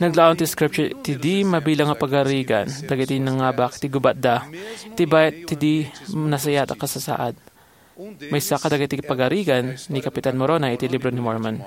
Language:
Iloko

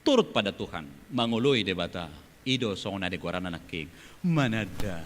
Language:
Batak Toba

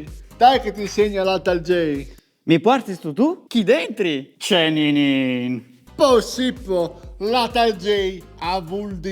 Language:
Friulian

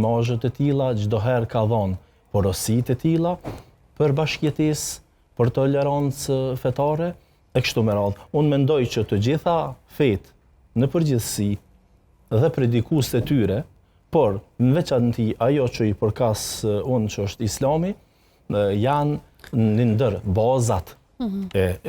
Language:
Albanian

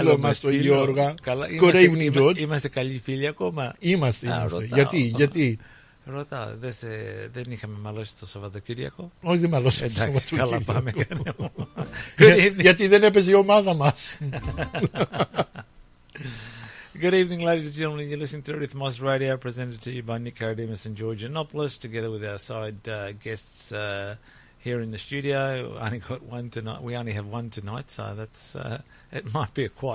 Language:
Greek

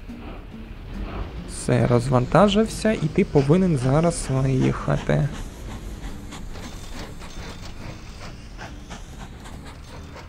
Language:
Ukrainian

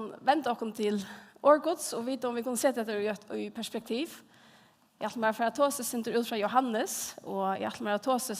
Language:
Faroese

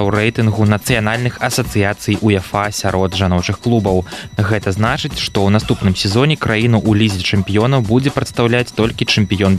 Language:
Belarusian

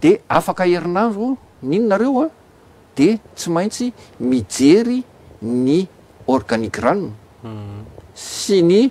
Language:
Malagasy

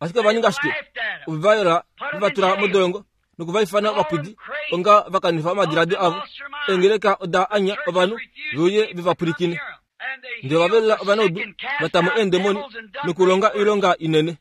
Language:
Kuanyama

